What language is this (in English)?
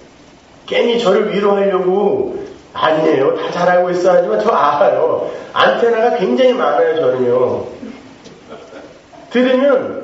Korean